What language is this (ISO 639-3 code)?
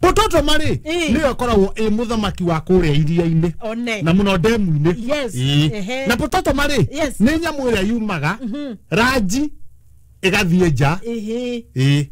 kik